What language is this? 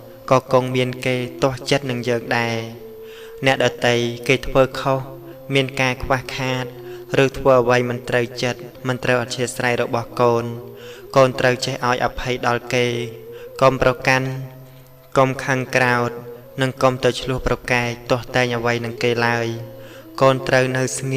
Khmer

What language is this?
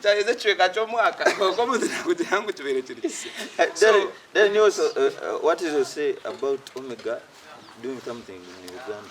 Nyankole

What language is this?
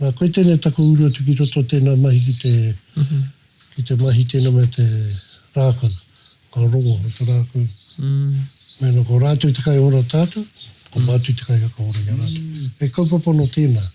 Māori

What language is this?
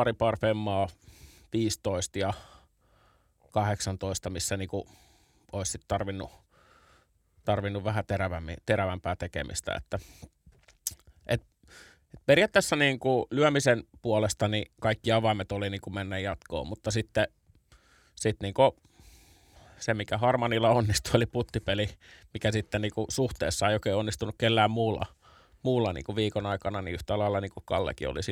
Finnish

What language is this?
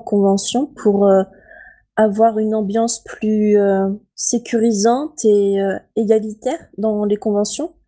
French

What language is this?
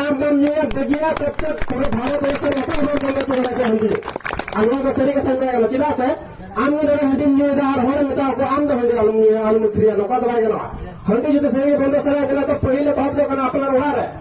Santali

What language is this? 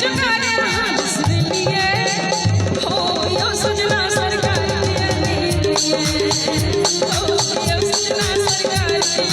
Maithili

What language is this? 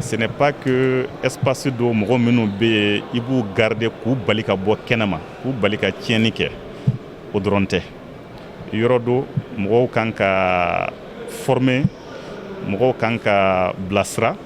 Bambara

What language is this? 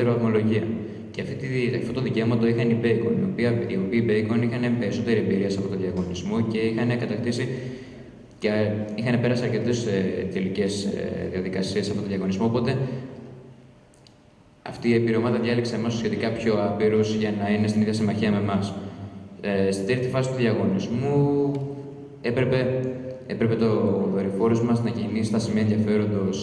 Greek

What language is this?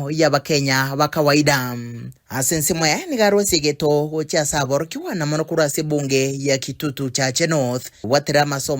Gusii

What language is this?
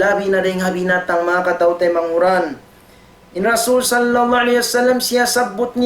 Tausug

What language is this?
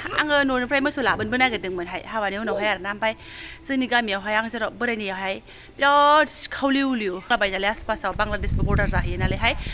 Bodo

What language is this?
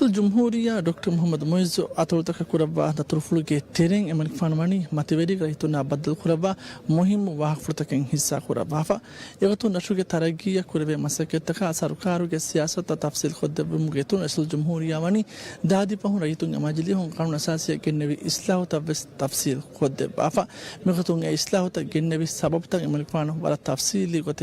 Divehi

